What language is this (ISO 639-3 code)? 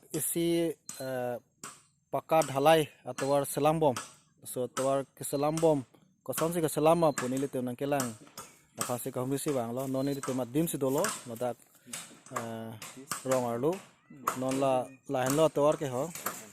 mjw